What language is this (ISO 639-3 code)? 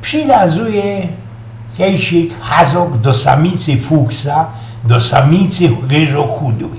szl